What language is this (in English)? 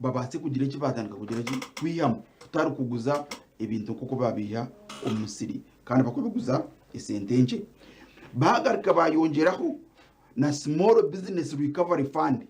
Nyankole